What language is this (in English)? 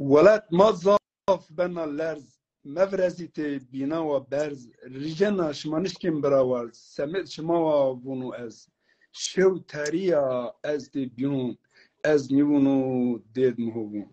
Zaza